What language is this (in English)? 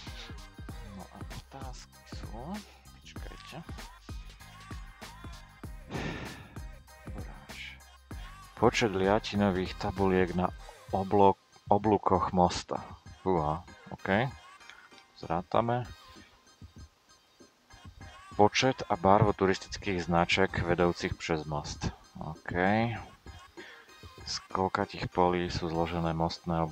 Slovak